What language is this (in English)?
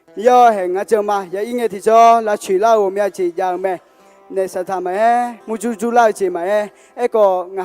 Akha